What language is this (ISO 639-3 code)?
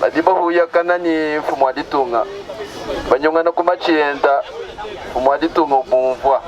lua